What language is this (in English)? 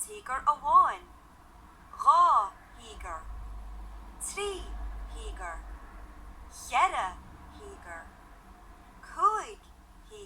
Irish